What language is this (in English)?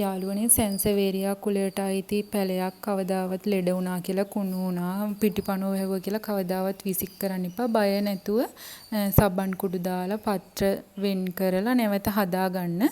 Sinhala